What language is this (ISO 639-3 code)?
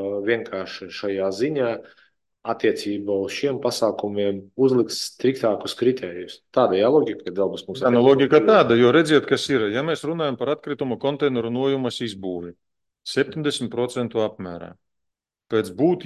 lav